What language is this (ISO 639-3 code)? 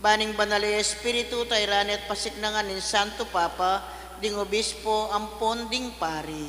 pam